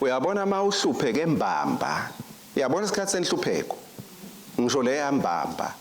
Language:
Swati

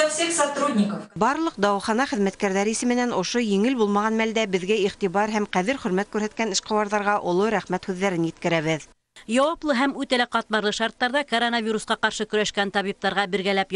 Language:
Bashkir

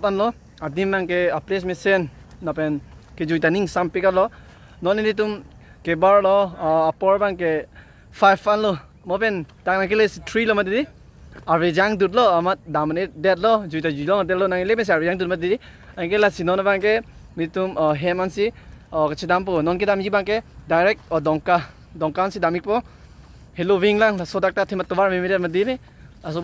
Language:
Karbi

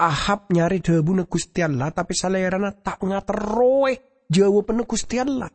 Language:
Madurese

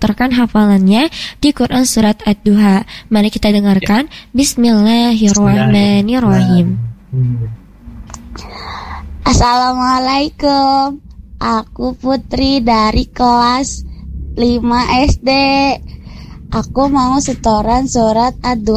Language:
Indonesian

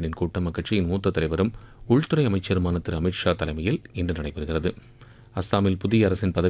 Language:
Tamil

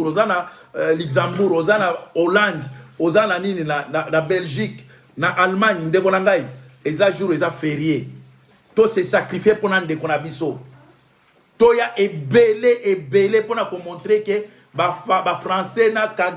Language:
Lingala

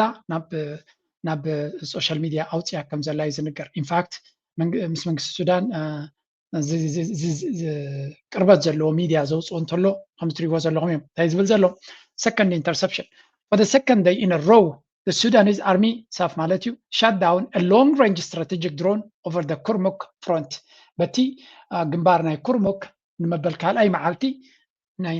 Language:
Tigrinya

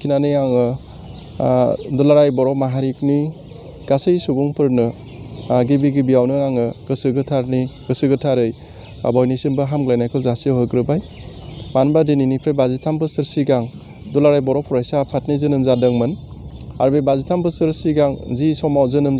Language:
Bodo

